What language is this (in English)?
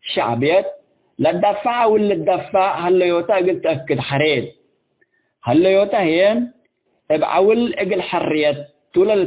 Tigre